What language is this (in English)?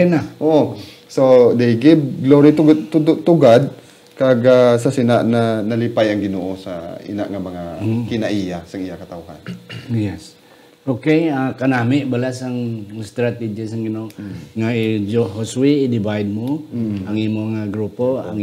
Hiligaynon